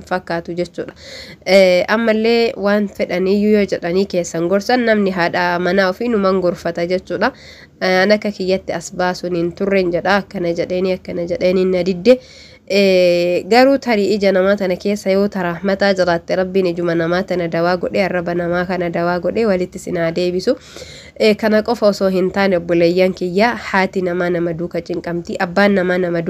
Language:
Oromo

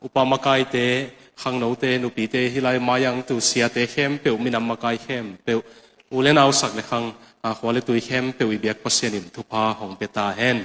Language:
Tedim Chin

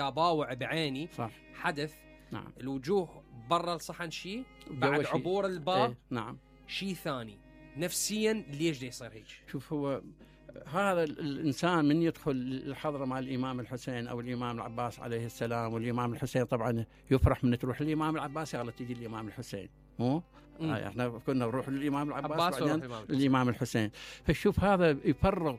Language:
Mesopotamian Arabic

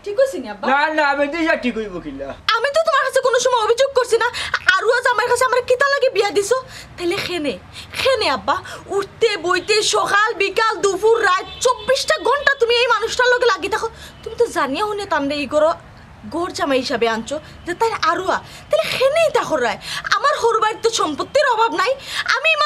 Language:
Sylheti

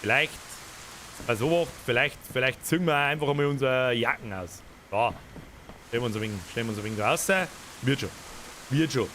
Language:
Bavarian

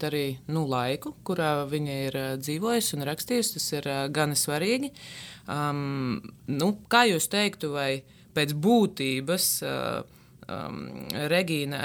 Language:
Latvian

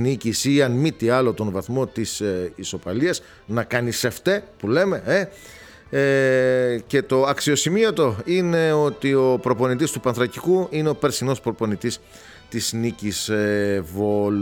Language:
Greek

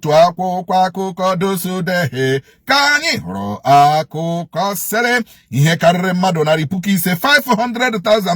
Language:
Igbo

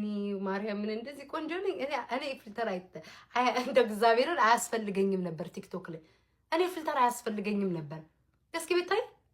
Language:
Amharic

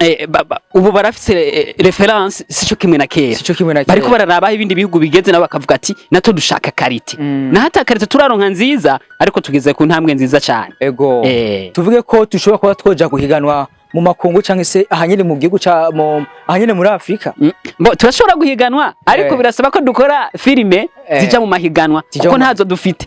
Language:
Rundi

